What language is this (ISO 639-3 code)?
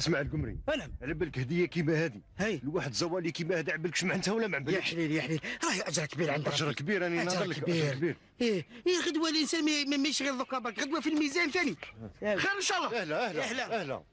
arq